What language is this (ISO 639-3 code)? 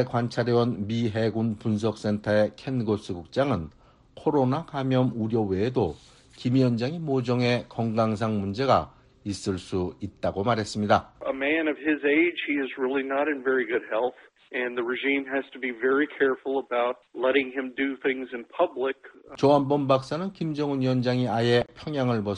kor